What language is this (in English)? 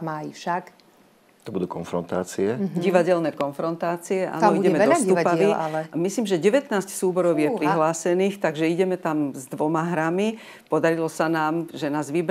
Slovak